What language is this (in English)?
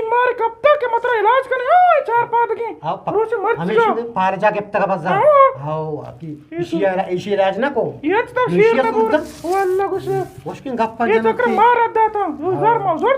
Eastern Balochi